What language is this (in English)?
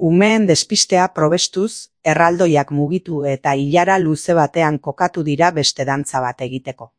Basque